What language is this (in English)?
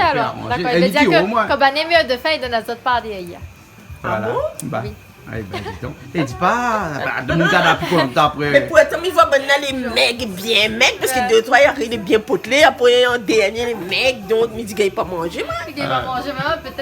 Réunion Creole French